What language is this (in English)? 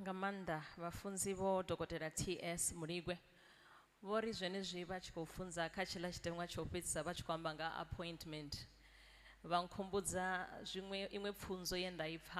Venda